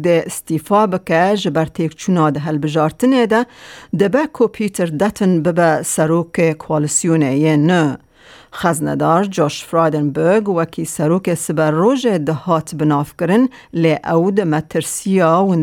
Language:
Kurdish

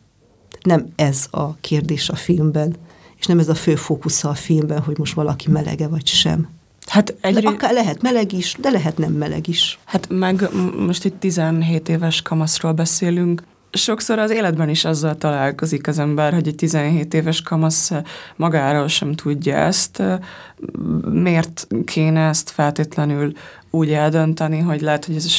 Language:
Hungarian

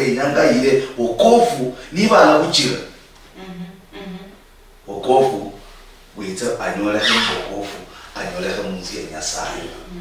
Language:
Luyia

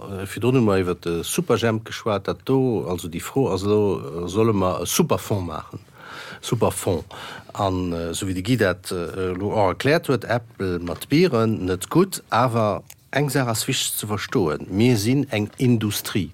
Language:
Luxembourgish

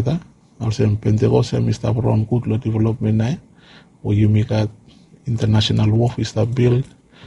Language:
Bislama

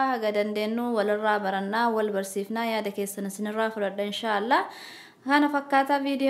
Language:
Oromo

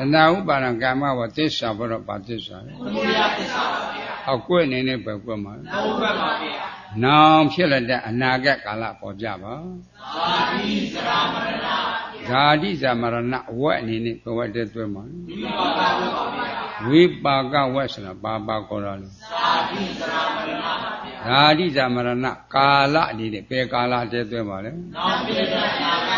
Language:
Burmese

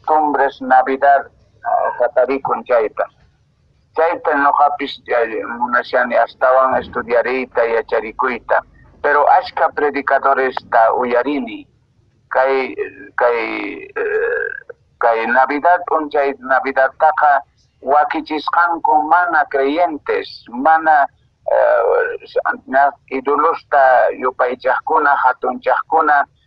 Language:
Quechua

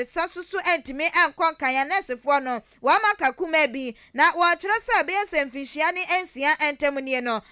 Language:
Akan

